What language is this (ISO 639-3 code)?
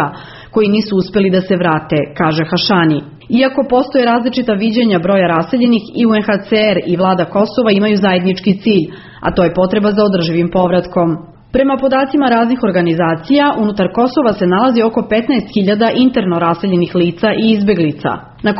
srp